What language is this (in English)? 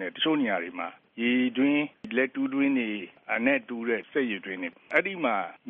Burmese